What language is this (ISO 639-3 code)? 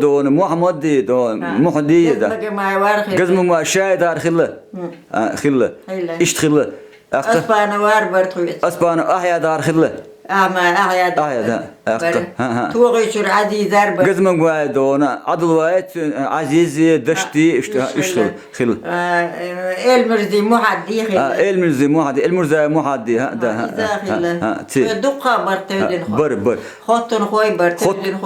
che